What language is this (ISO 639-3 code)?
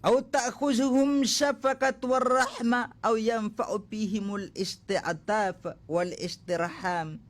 mrw